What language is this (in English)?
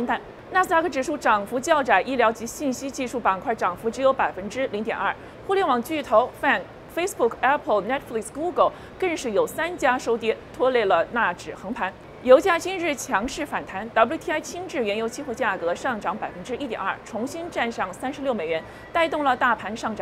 Chinese